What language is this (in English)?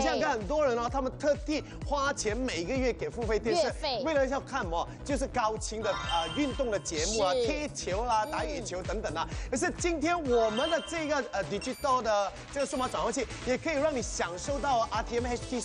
Chinese